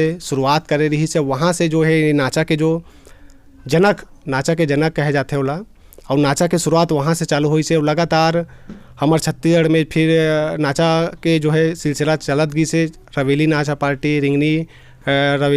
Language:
Chhattisgarhi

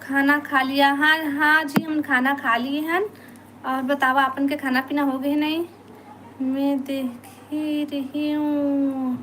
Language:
Chhattisgarhi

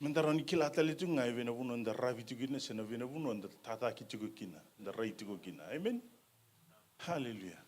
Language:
Fijian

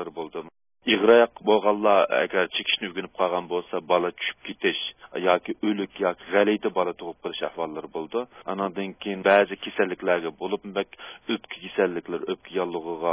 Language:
Uyghur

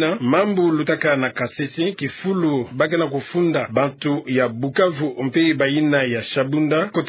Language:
Kituba (Democratic Republic of Congo)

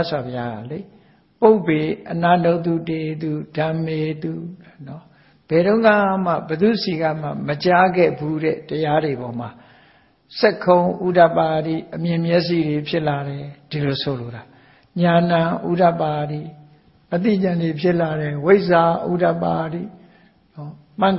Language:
Burmese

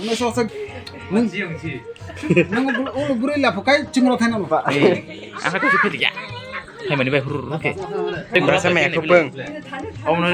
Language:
Kok Borok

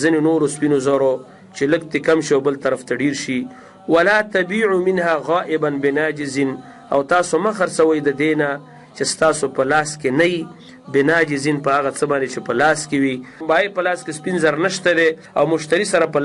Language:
Pashto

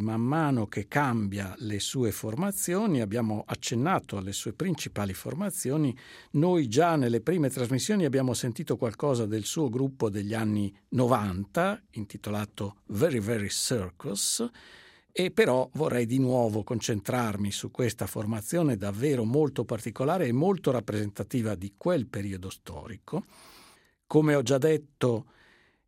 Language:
Italian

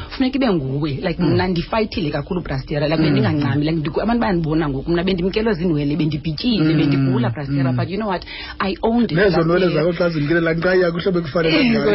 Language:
Xhosa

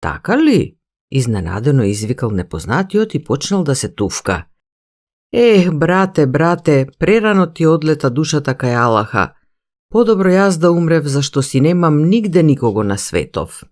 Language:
Macedonian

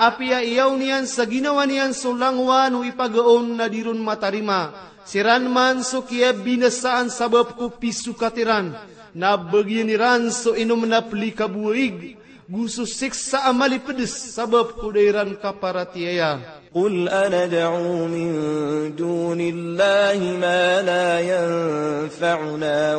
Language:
Maranao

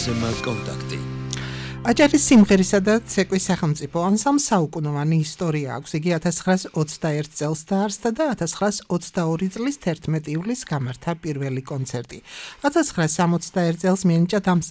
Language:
Georgian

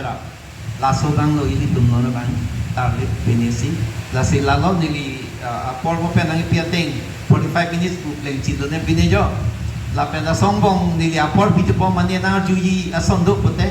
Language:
Karbi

